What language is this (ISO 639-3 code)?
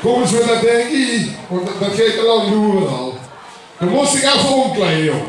lim